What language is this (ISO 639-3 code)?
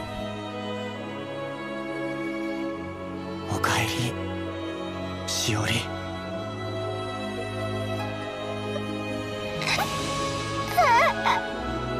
jpn